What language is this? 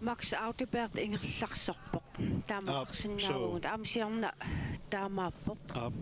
Kalaallisut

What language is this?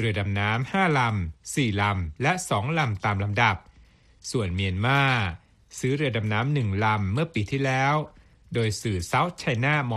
Thai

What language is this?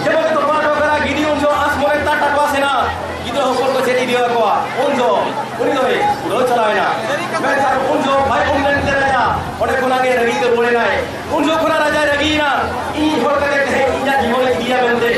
Santali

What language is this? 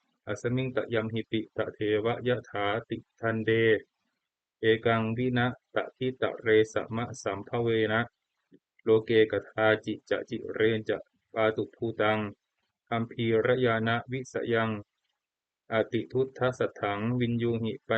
Pali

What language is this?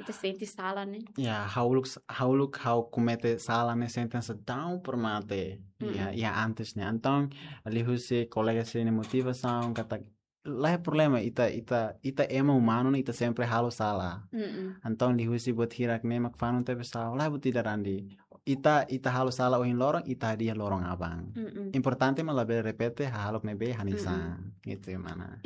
Tetum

